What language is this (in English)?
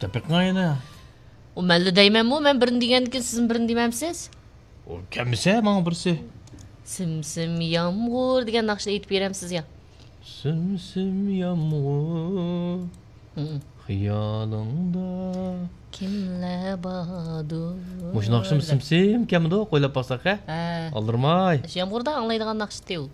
Uyghur